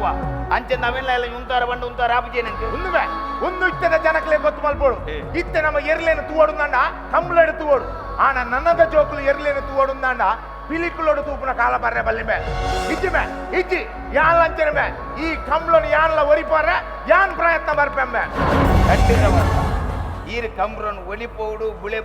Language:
Tulu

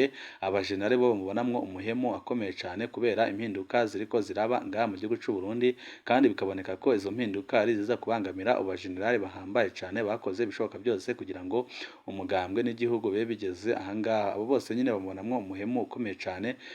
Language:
Rundi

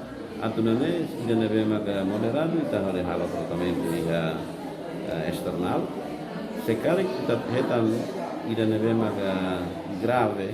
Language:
Tetum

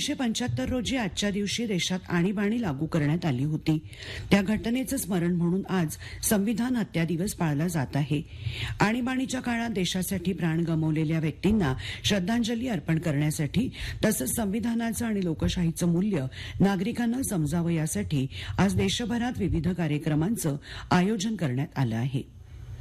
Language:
Marathi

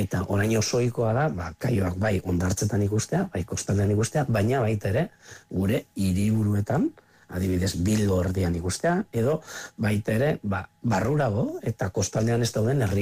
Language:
Basque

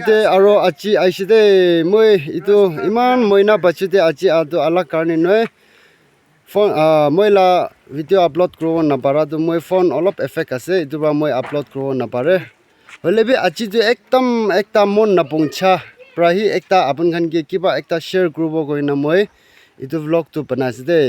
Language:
Naga Pidgin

